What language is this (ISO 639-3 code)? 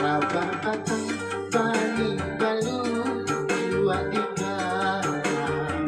bjn